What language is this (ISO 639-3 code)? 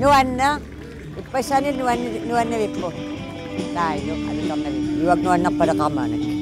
kal